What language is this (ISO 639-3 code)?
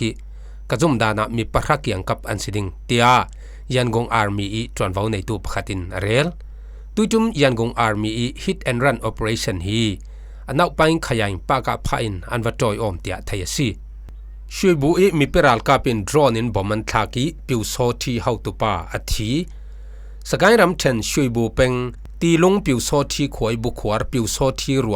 cfm